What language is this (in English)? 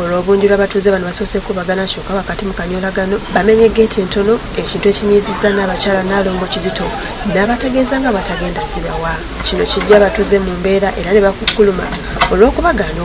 Ganda